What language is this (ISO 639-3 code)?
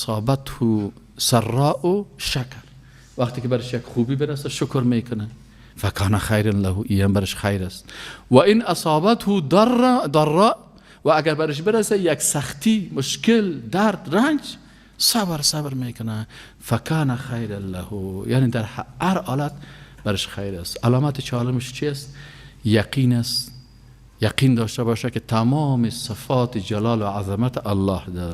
fas